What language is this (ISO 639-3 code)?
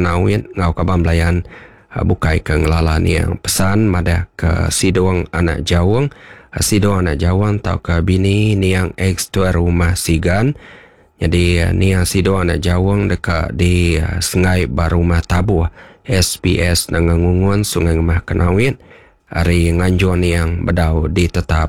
iba